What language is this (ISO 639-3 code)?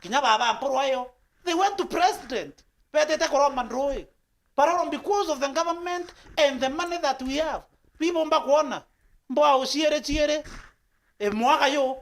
mer